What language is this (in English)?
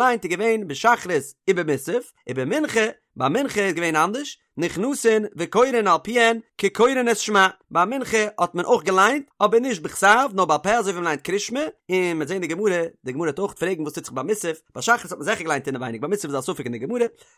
Yiddish